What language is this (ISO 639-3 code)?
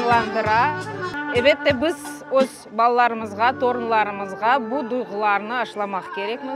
crh